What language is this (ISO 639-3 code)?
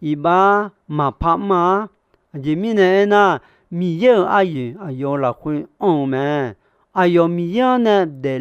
ahk